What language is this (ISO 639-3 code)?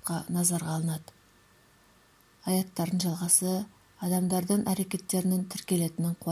kaz